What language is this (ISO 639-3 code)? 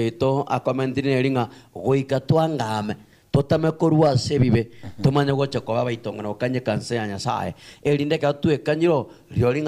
guz